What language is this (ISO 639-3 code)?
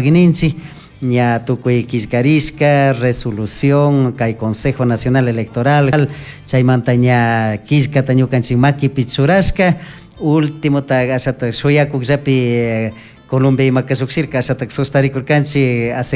qug